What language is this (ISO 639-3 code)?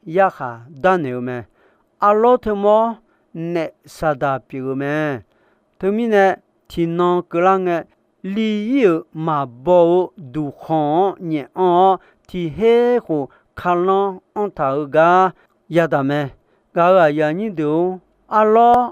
ahk